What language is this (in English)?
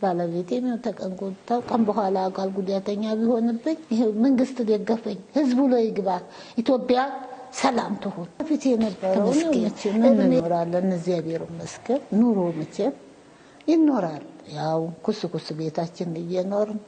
Amharic